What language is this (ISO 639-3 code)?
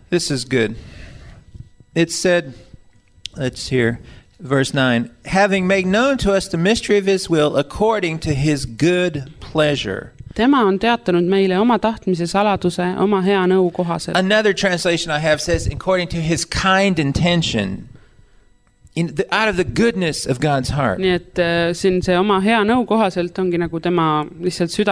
est